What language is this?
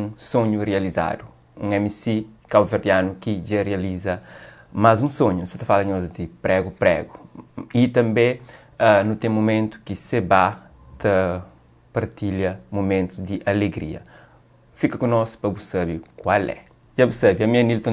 Kabuverdianu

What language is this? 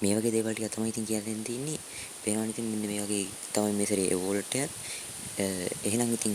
Sinhala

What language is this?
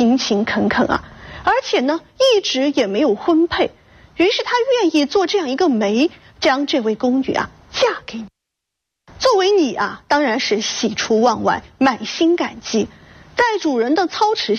Chinese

